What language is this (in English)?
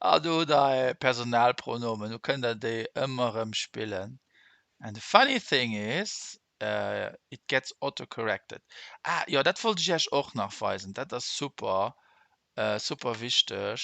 Luxembourgish